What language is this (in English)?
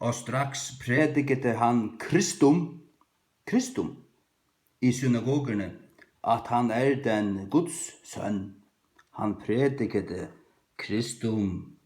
Faroese